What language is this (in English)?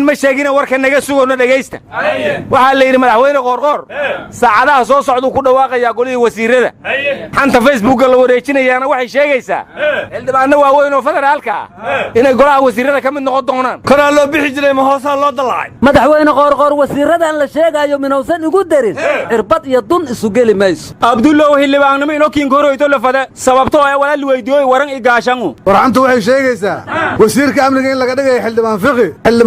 Somali